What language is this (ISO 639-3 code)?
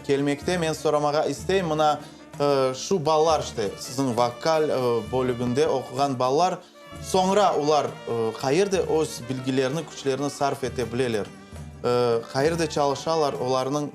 crh